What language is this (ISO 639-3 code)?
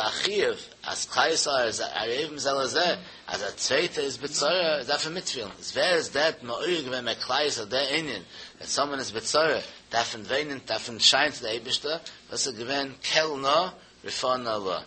yid